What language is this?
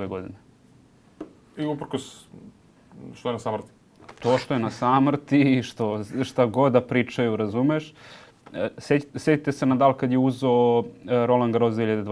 Serbian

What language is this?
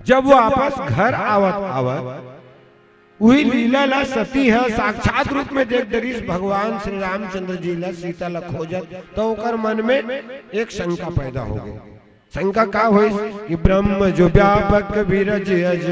Chhattisgarhi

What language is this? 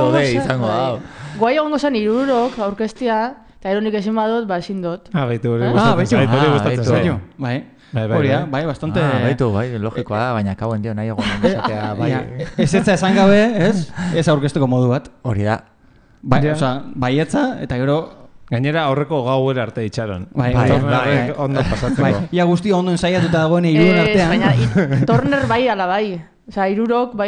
Basque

